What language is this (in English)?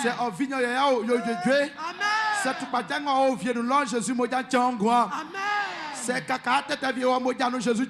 Baoulé